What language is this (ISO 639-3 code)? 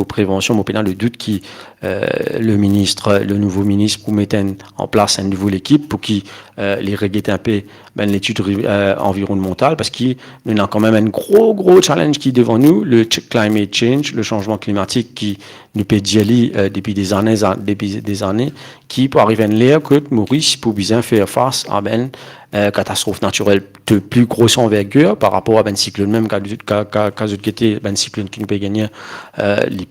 mfe